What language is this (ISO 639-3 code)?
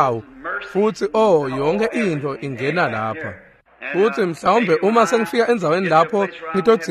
ssw